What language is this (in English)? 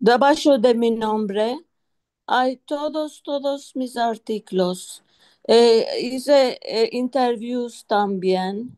Ladino